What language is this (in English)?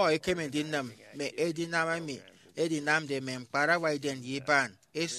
Efik